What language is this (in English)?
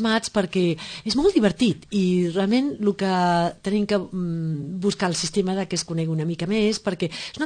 Catalan